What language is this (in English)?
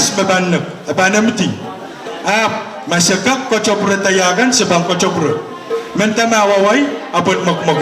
Pohnpeian